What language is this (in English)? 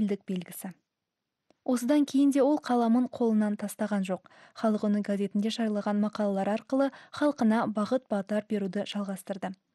Kazakh